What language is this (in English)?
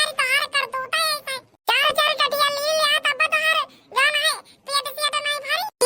Awadhi